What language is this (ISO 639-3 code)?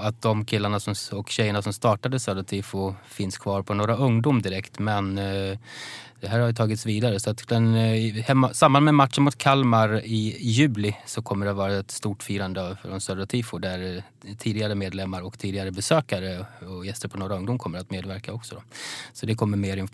swe